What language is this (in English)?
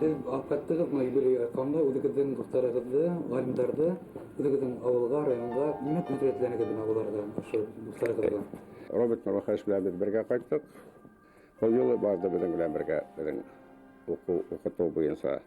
Bashkir